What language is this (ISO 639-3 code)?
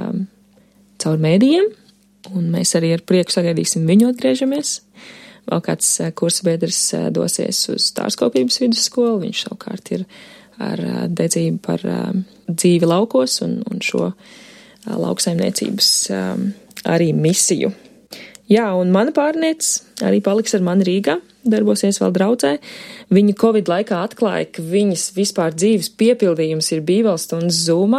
lav